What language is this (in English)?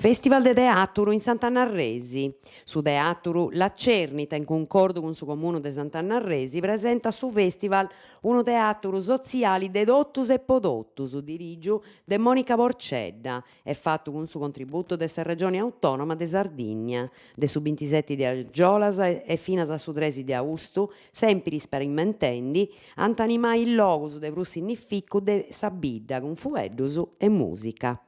Sardinian